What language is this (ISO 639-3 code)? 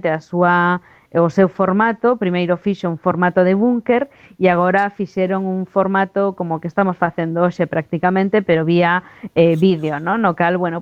glg